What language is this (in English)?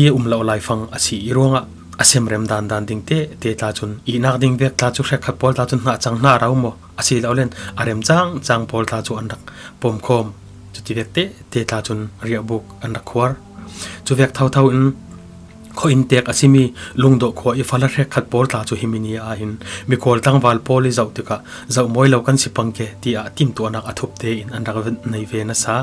Falam Chin